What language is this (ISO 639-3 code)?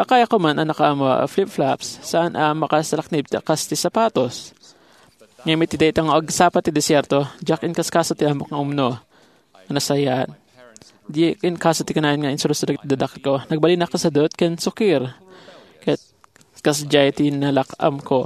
ilo